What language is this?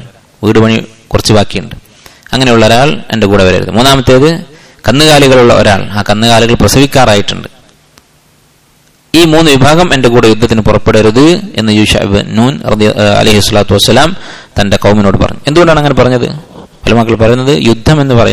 Malayalam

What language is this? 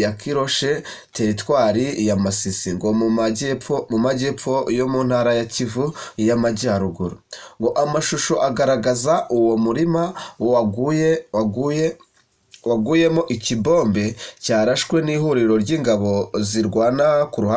Kinyarwanda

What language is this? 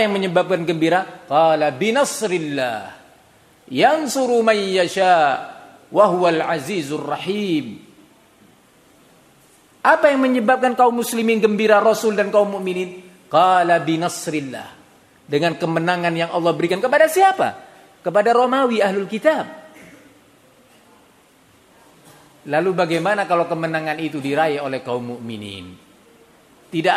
Indonesian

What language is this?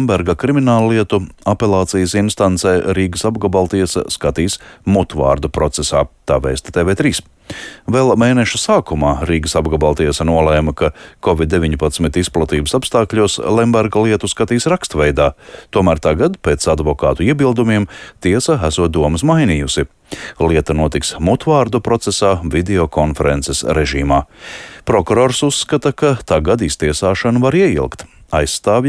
Latvian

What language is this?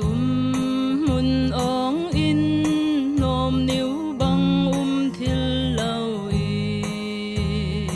Falam Chin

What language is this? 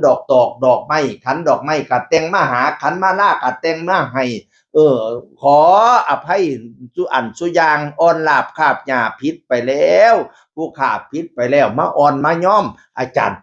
Northeastern Thai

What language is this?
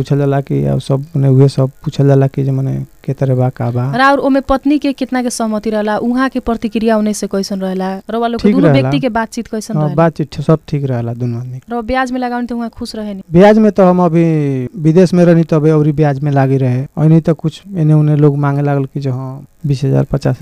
Bhojpuri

